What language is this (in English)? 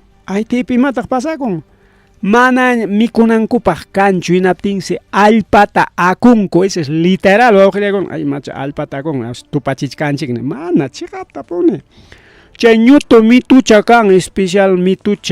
Ayacucho Quechua